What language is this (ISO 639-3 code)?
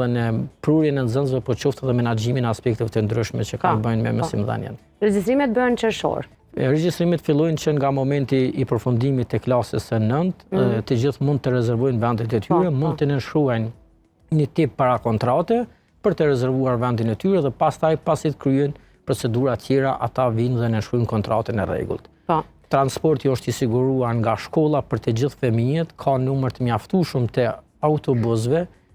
sqi